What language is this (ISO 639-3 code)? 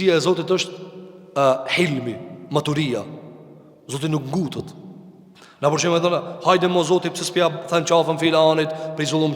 sqi